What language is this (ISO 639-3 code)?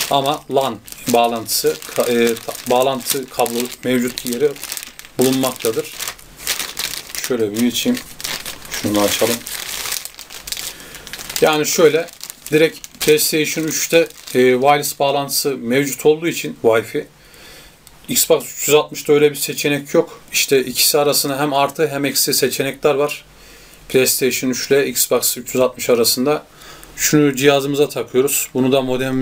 tur